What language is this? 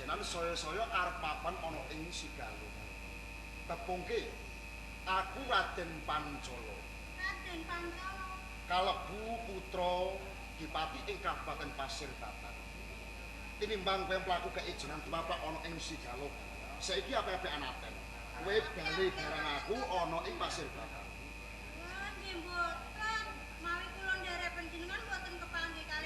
Javanese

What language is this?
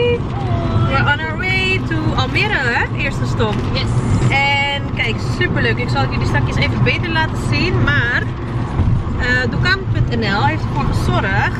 Dutch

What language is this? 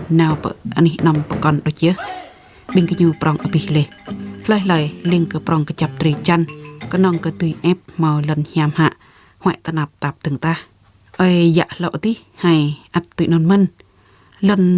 Jarai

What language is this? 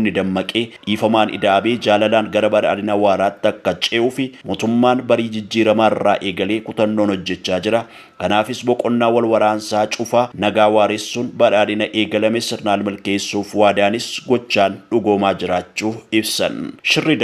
Oromo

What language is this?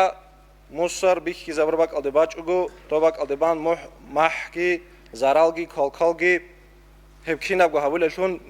Avaric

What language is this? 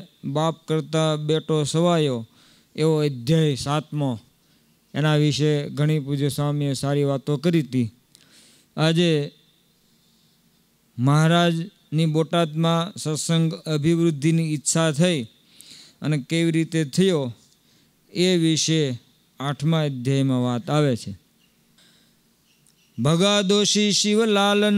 Gujarati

